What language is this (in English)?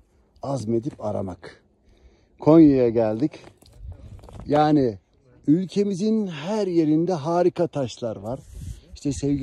Turkish